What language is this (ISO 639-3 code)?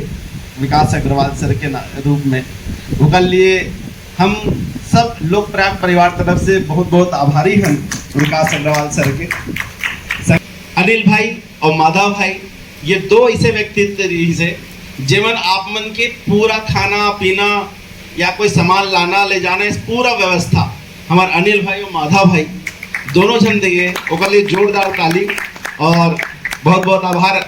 hne